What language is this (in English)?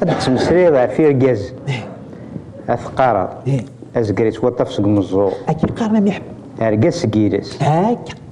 Kabyle